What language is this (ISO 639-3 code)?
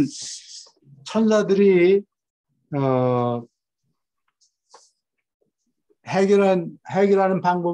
kor